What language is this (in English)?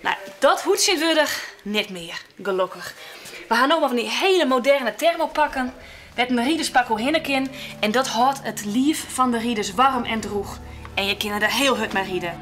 Western Frisian